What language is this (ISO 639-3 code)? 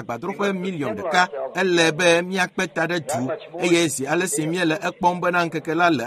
ewe